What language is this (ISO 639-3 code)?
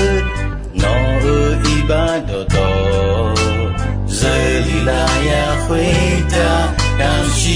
ahk